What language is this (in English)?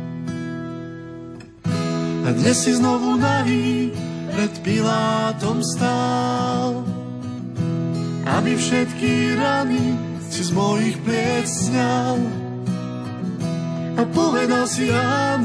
Slovak